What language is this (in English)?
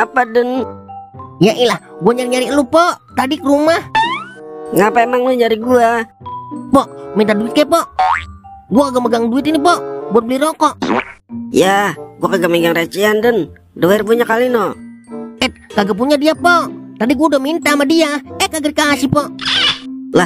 Betawi